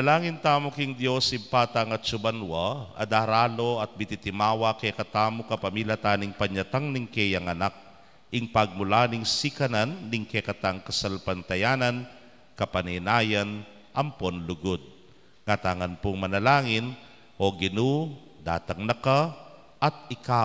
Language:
Pampanga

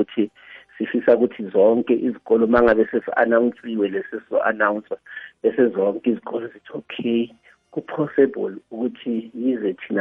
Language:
South Ndebele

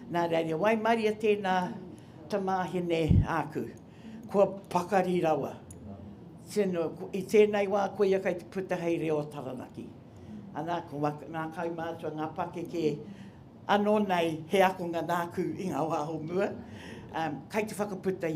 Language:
Māori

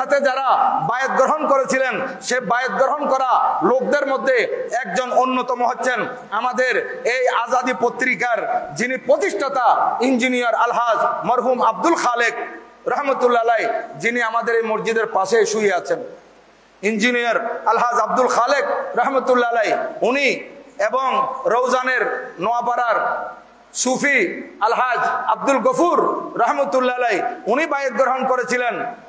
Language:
Bangla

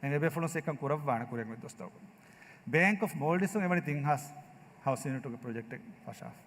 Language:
Divehi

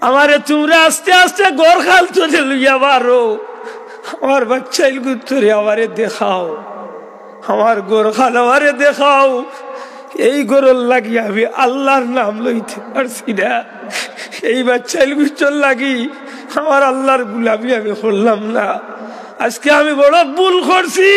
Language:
Sylheti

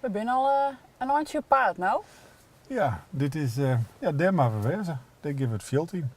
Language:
Western Frisian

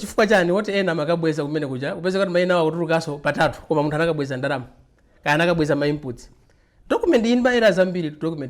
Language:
Nyanja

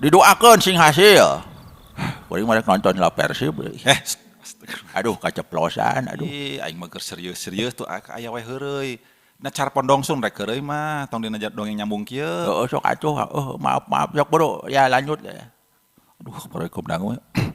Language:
Sundanese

